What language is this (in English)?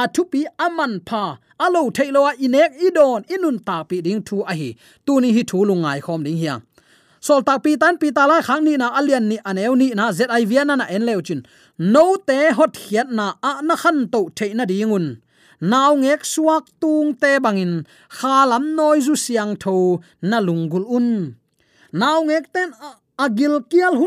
Tedim Chin